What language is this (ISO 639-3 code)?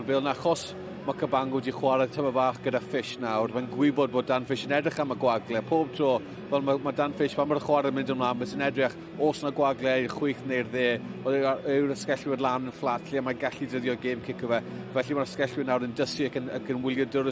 cym